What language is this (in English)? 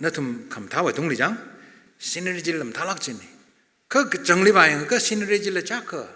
Tangkhul Naga (India)